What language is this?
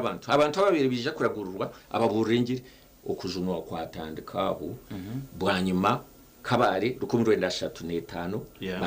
Nyankole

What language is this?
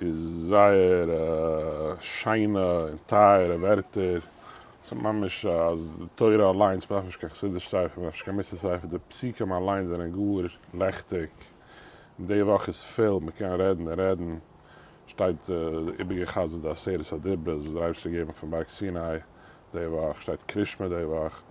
Yiddish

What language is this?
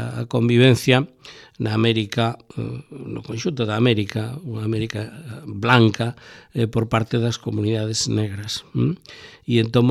Galician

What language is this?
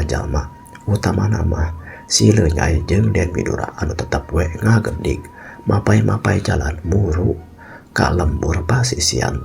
Sundanese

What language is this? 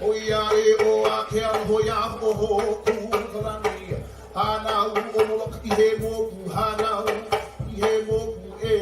Hawaiian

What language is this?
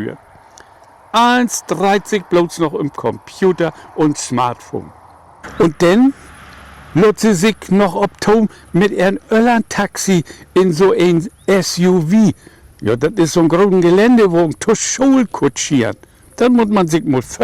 Low German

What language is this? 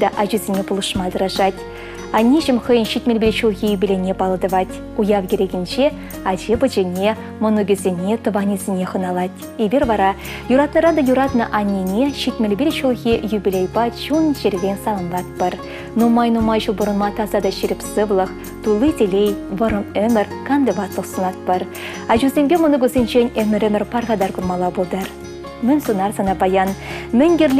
Chuvash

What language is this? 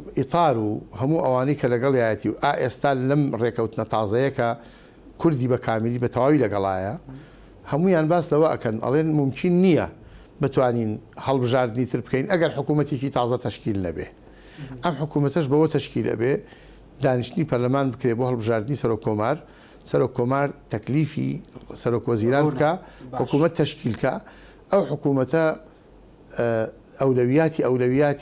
Central Kurdish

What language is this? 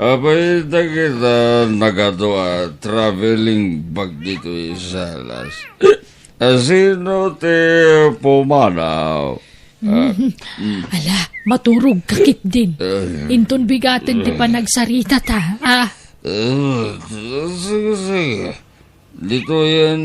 Iloko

